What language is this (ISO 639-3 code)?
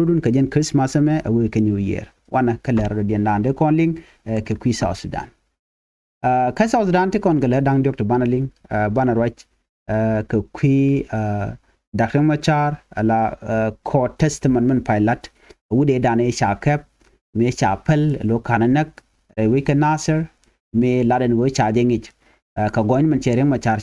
nus